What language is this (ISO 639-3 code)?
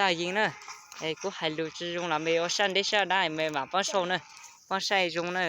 hmn